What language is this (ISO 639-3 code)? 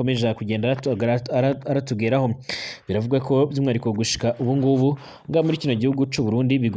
run